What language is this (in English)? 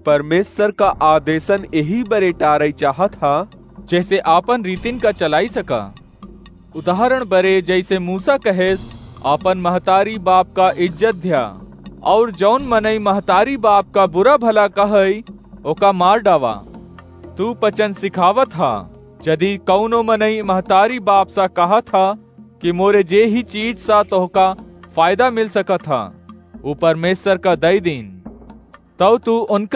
Awadhi